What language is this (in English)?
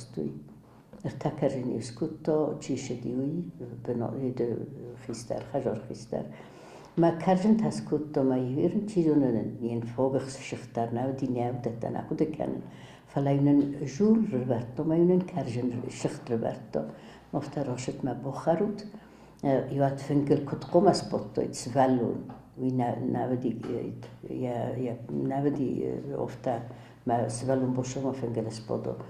Ossetic